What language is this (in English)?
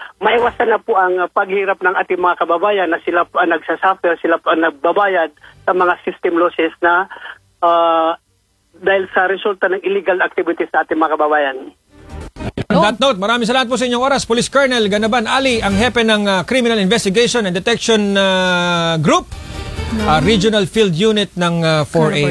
Filipino